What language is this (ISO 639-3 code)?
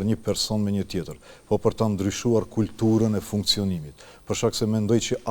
sqi